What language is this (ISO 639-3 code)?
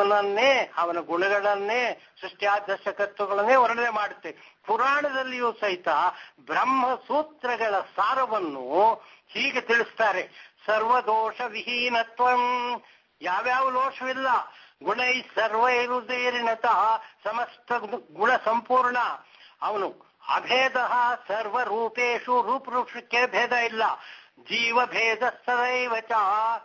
kan